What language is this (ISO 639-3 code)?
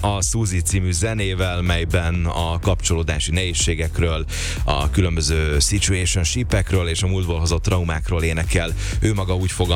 hun